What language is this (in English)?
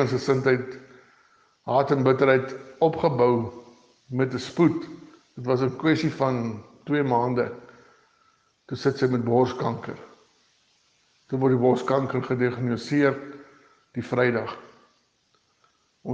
Afrikaans